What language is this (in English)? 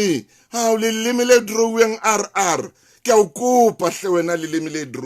Southern Sotho